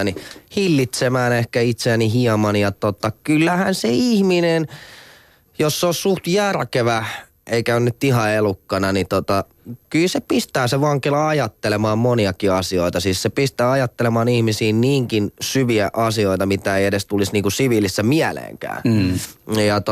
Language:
Finnish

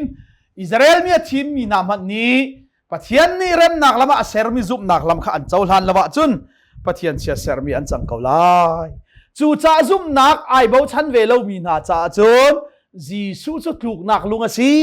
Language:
Hakha Chin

